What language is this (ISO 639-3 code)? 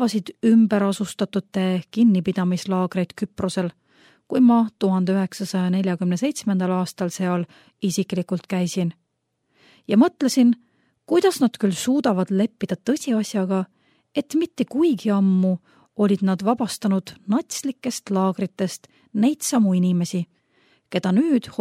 est